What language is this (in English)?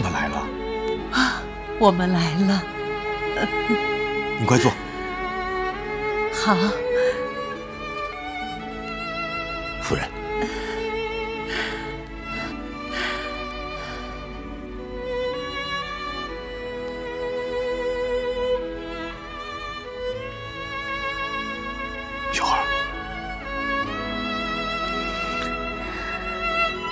Chinese